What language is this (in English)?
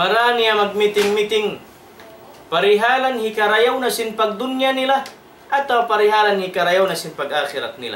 Tausug